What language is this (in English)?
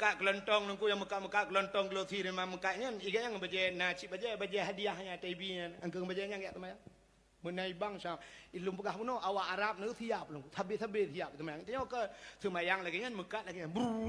Achinese